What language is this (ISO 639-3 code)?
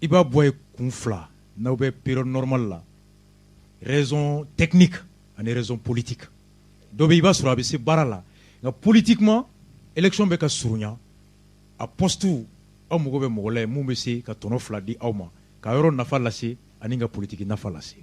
bam